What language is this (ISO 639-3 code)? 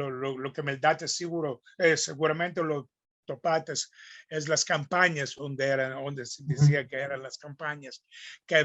lad